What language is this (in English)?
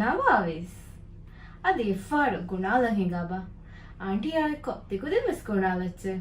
Divehi